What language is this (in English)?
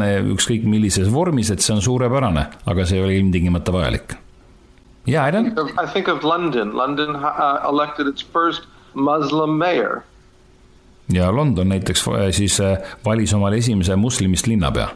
Estonian